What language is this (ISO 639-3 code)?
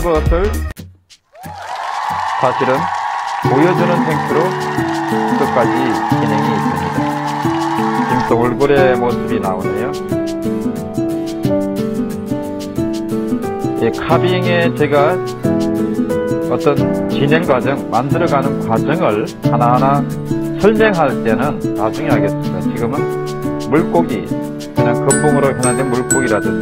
kor